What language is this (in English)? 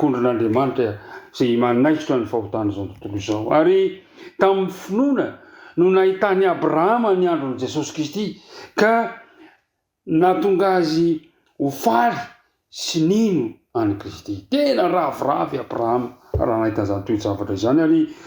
Malagasy